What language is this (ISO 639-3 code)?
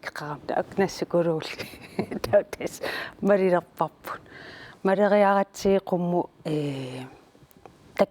kal